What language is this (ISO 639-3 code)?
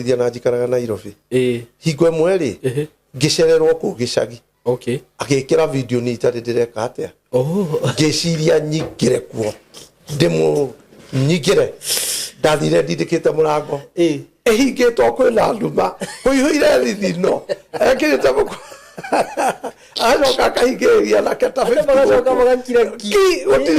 kik